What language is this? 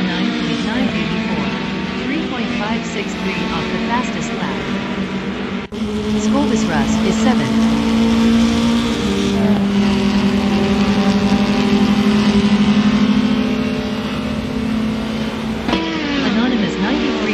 English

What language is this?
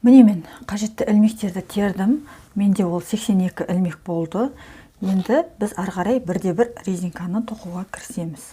Kazakh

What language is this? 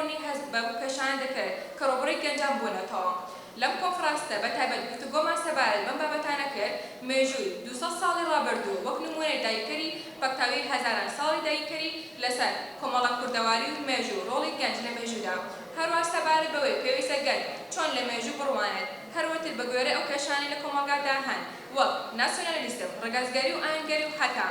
Central Kurdish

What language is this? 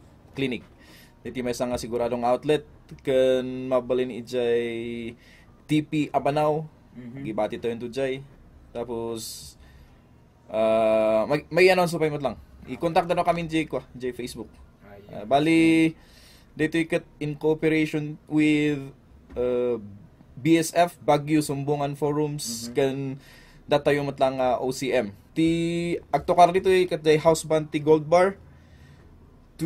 Iloko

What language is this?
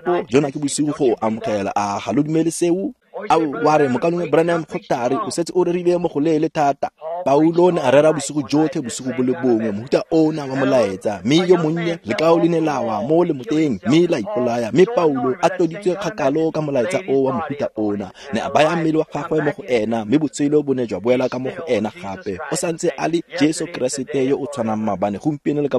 Tswana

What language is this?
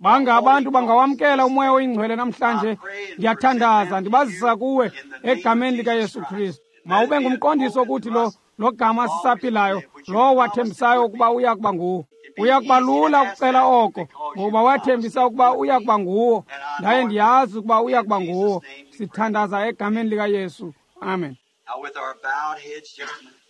Xhosa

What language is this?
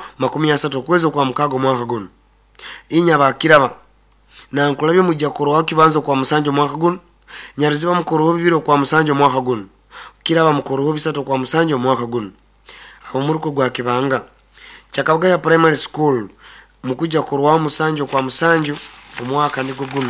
Nyoro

